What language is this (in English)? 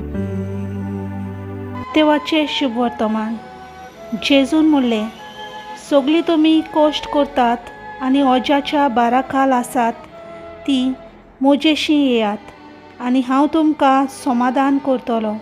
Konkani